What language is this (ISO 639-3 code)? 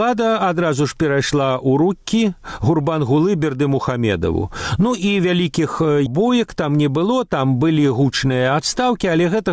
bel